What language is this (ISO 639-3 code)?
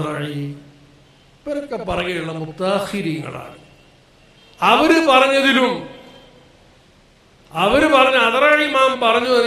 mal